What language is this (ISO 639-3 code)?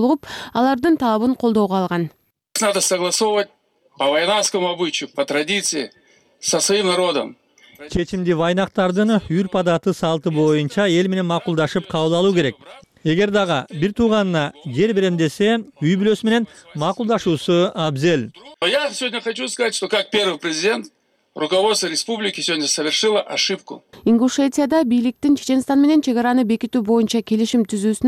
kir